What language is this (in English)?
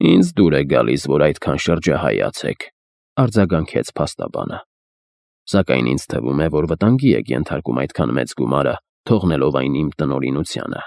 Armenian